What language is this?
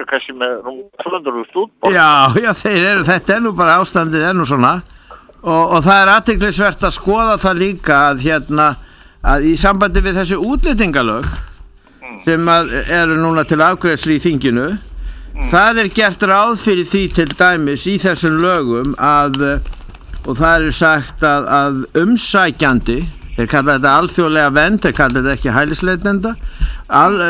Icelandic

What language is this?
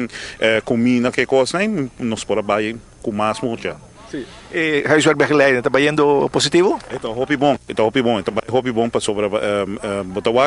Papiamento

